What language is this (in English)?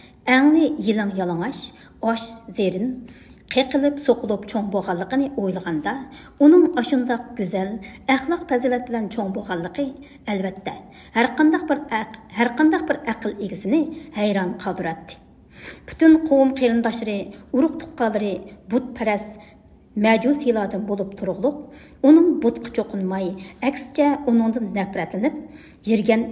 Uyghur